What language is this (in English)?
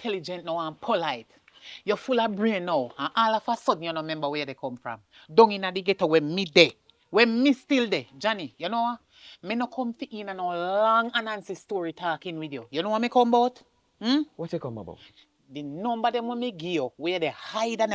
Jamaican Creole English